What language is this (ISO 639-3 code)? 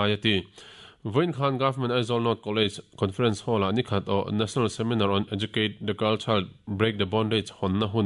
lus